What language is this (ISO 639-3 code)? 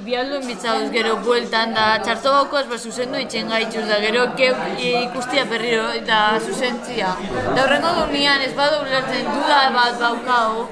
eus